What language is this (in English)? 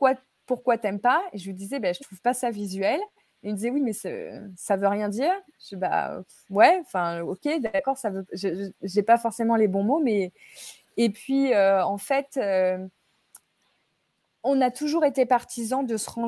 French